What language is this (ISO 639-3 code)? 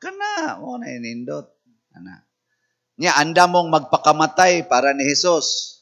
ceb